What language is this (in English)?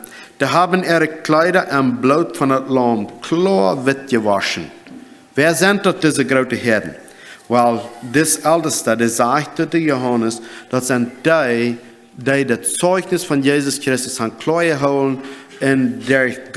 Plautdietsch